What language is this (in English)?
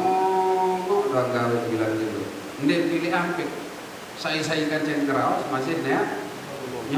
Sasak